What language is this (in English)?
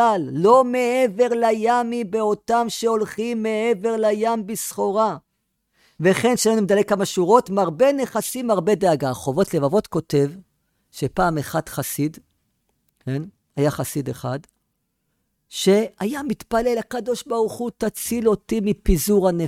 Hebrew